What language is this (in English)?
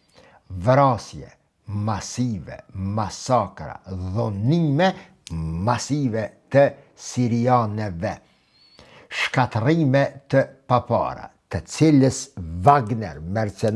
Albanian